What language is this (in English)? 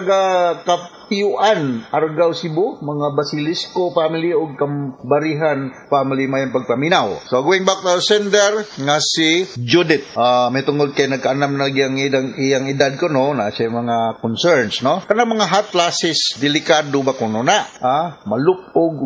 Cebuano